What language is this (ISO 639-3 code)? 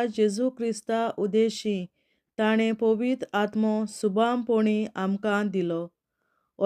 kok